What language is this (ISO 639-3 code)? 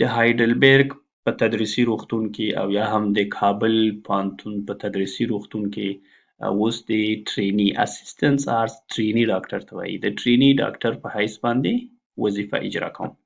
pus